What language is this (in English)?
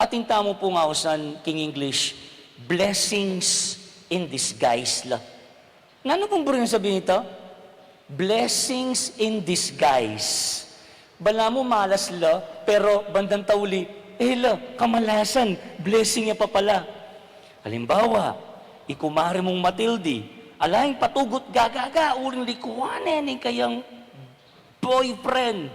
Pampanga